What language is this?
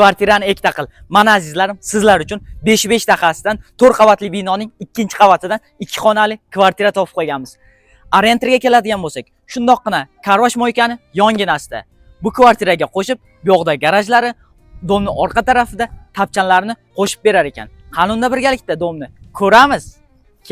Uzbek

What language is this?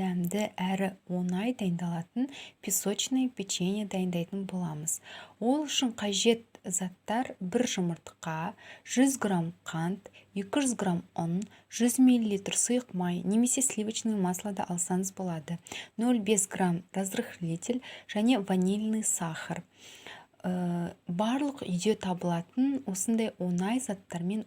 Kazakh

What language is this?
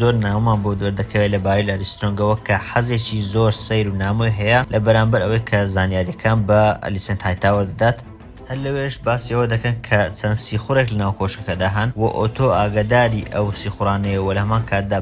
Central Kurdish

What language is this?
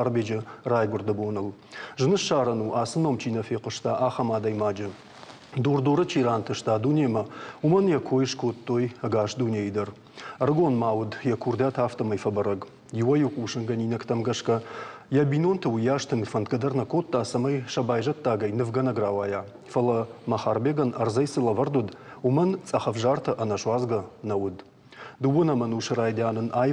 Ossetic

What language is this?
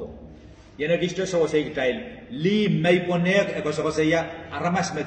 Pohnpeian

